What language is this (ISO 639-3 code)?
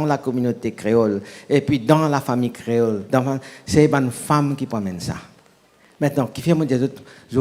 mfe